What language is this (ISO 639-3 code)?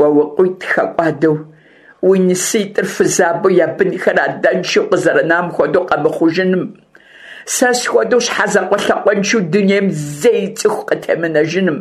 kbd